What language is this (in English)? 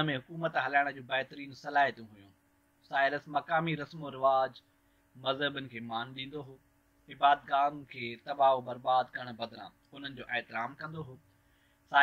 Sindhi